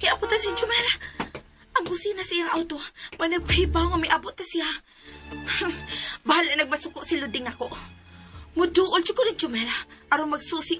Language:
Cebuano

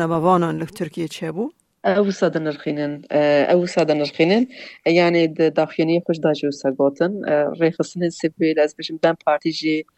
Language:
Kurdish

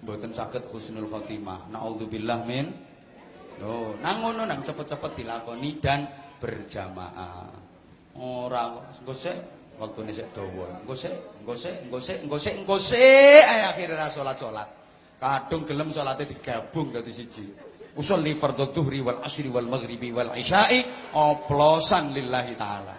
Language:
Javanese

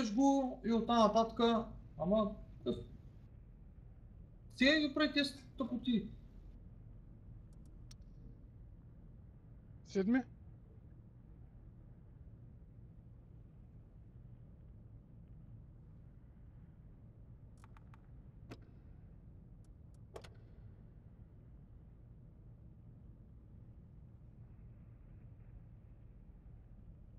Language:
Bulgarian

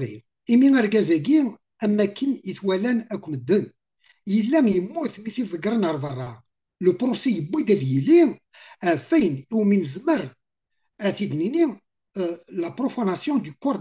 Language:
Kabyle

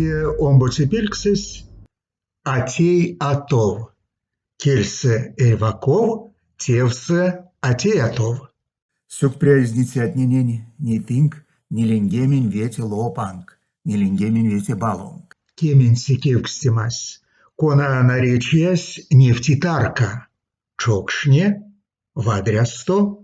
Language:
Erzya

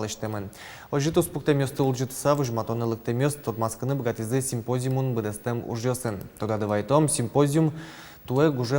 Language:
Udmurt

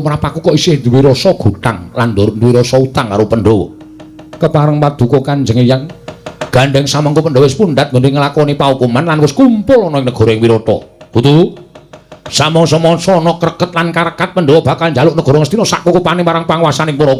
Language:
Javanese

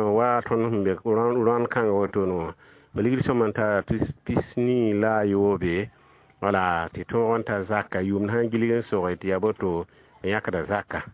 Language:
Mossi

